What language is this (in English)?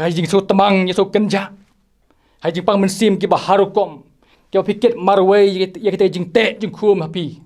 Khasi